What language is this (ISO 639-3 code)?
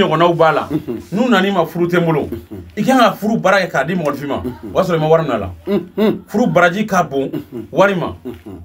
bam